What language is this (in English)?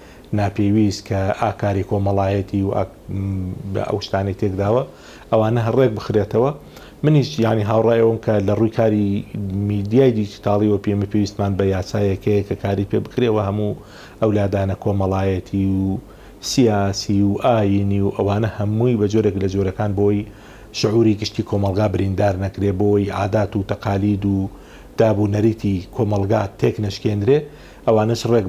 Central Kurdish